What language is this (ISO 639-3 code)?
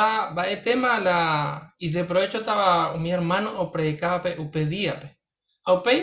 grn